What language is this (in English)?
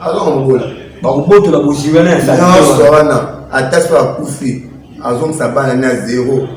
Lingala